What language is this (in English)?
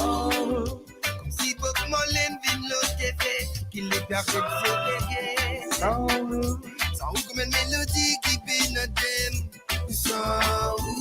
Morisyen